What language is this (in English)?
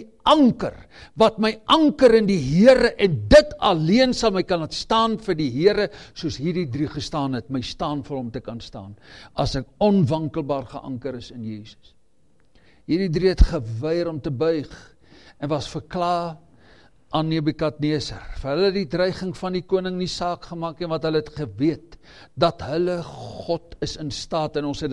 Afrikaans